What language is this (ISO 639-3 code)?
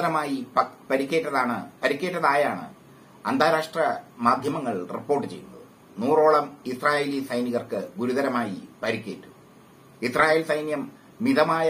mal